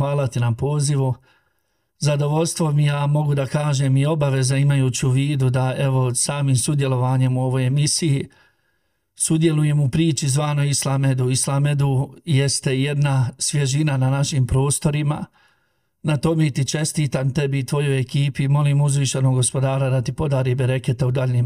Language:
Bosnian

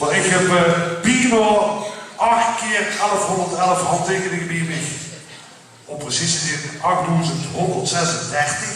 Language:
Limburgish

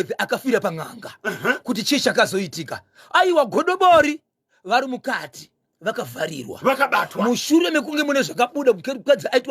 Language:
Shona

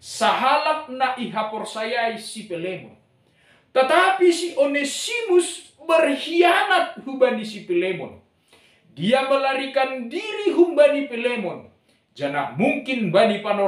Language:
Batak Simalungun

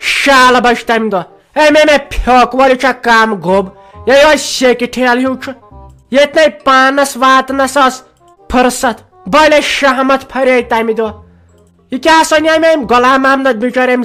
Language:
Kashmiri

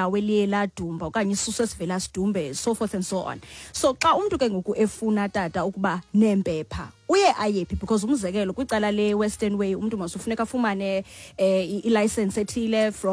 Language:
Xhosa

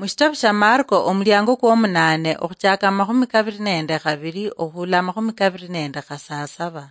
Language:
Luyia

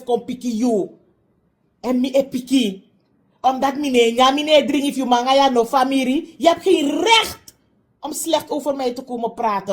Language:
Sranan Tongo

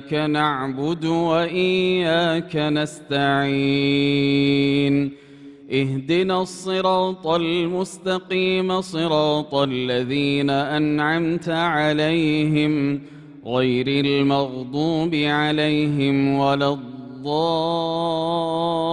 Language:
Arabic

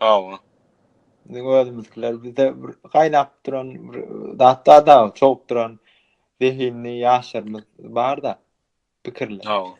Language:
Turkmen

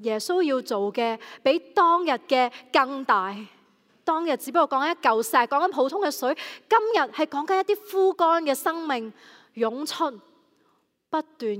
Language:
Cantonese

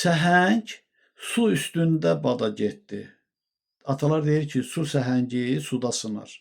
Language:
Azerbaijani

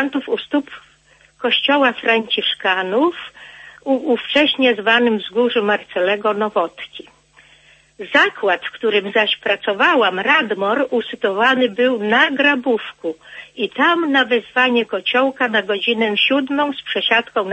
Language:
Polish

